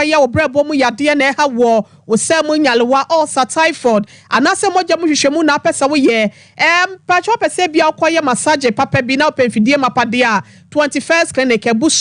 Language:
Akan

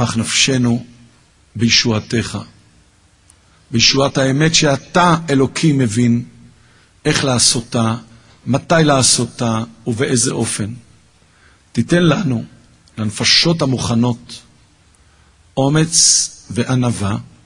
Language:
Hebrew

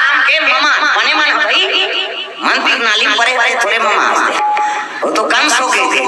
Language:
Chhattisgarhi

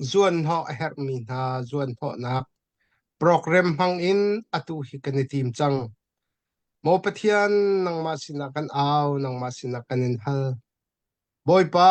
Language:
Hakha Chin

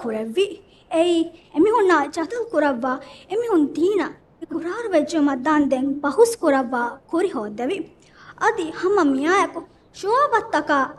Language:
Divehi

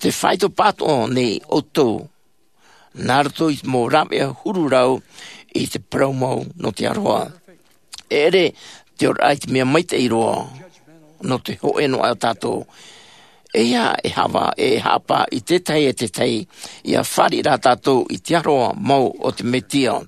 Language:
Tahitian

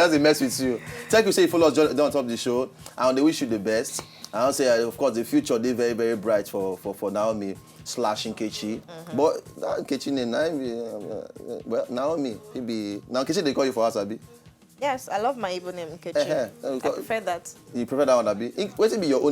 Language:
Nigerian Pidgin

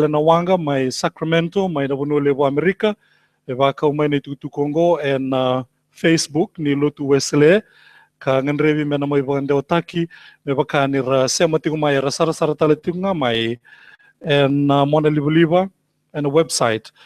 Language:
Fijian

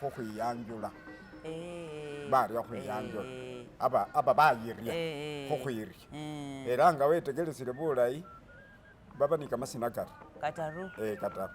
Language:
Masaaba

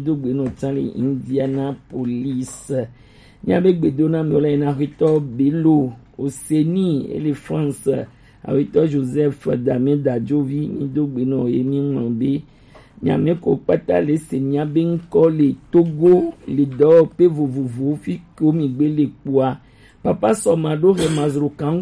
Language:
Gen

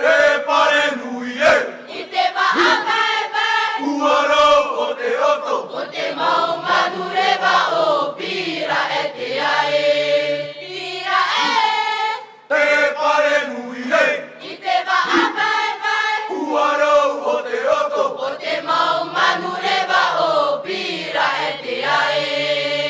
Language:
Tahitian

